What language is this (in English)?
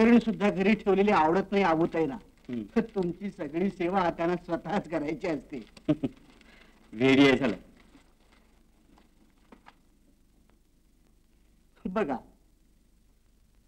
Marathi